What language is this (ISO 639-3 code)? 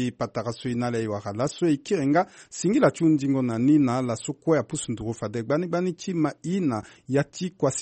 sag